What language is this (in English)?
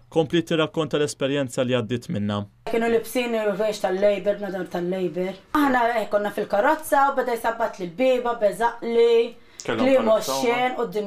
Maltese